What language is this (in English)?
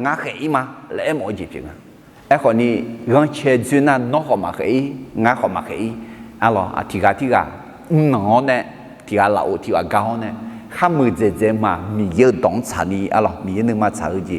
Akha